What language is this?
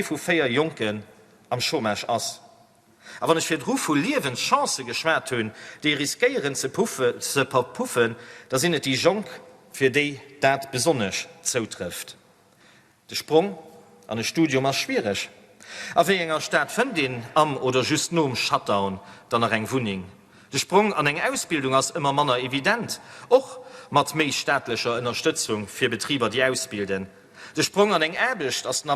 Luxembourgish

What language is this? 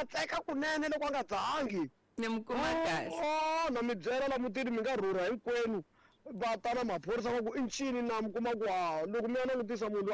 Tsonga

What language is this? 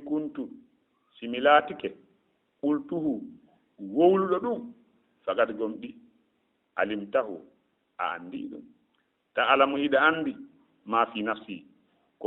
Fula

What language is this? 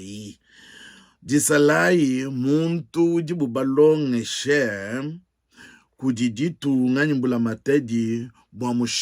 Luba-Lulua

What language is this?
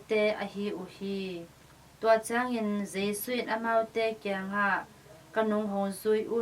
Tedim Chin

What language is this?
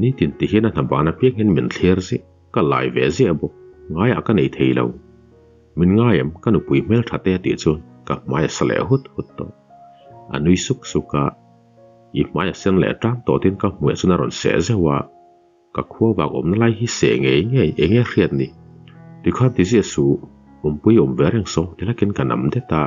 Mizo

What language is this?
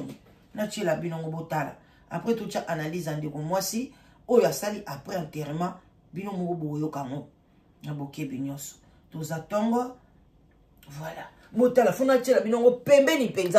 Lingala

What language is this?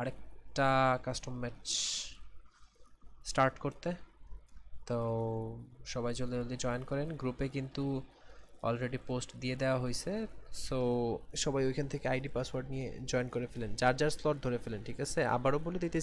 Bangla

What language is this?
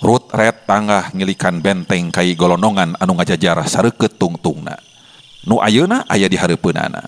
Sundanese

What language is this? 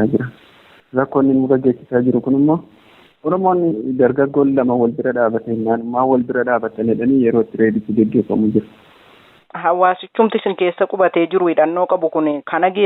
Oromo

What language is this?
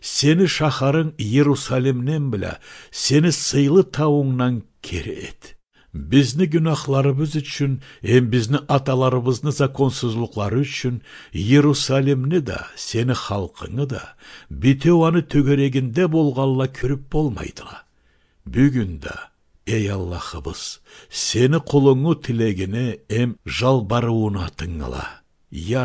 Karachay-Balkar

